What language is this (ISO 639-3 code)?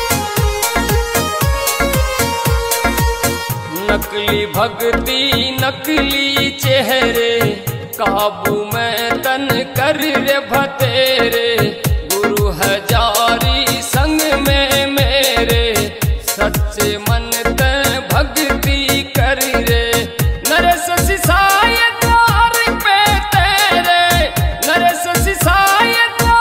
bgc